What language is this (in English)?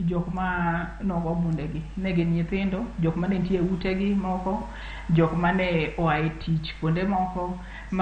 Luo (Kenya and Tanzania)